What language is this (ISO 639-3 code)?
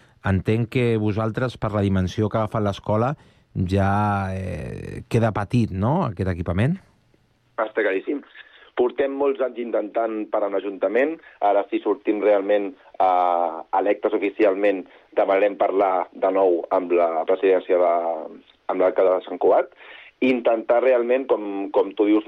cat